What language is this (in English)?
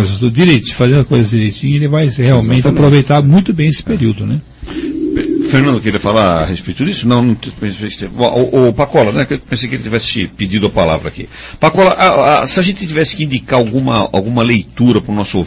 Portuguese